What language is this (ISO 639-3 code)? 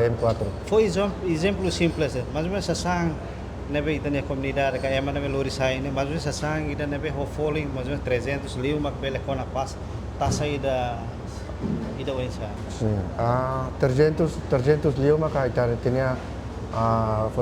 tet